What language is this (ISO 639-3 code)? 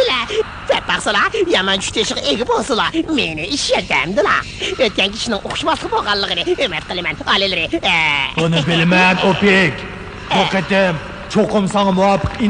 uig